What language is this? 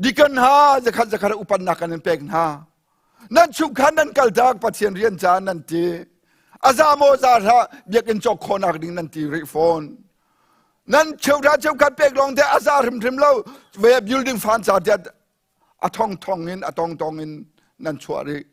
Hakha Chin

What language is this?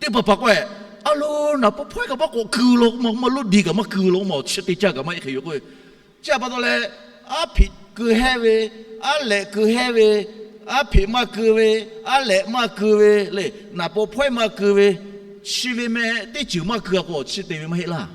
Lahu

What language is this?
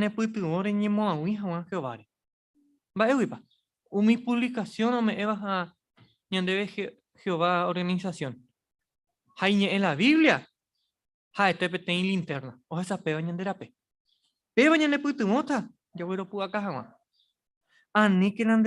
Guarani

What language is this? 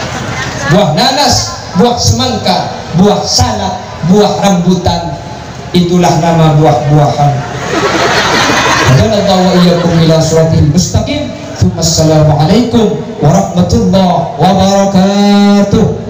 Indonesian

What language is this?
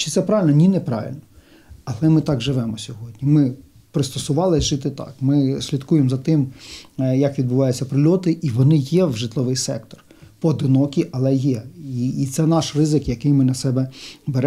Ukrainian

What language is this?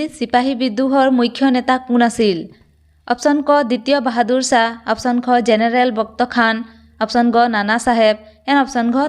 Assamese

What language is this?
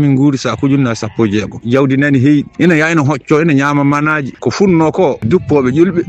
Fula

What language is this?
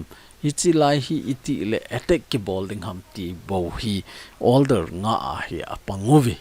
Thado Chin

